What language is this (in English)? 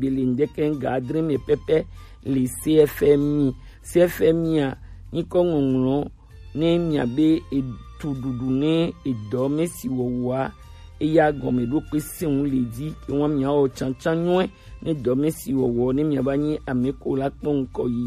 Gen